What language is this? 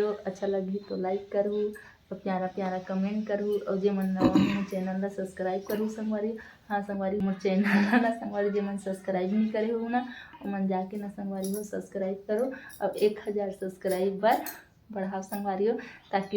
Chhattisgarhi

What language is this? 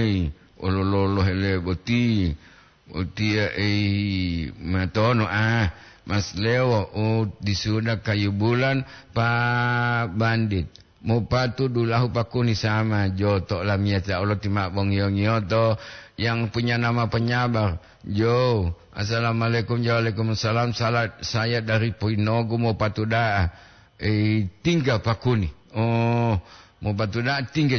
Gorontalo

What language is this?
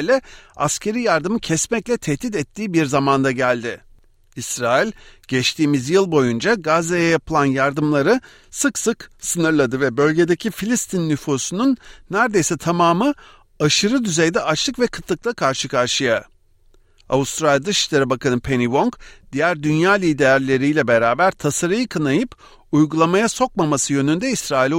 Turkish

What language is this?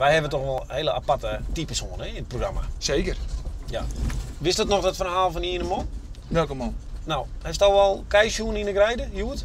Western Frisian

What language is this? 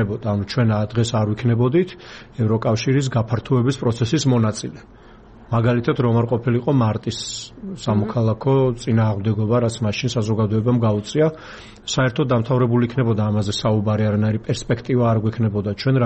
Georgian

